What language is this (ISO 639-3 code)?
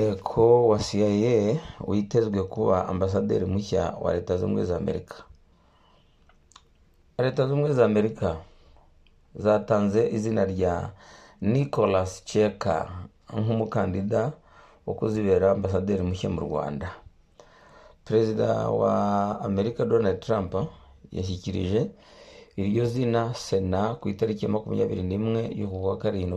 kin